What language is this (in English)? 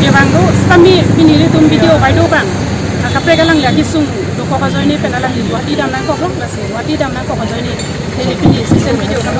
Karbi